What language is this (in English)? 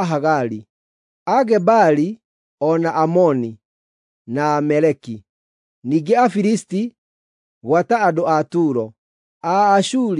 Kikuyu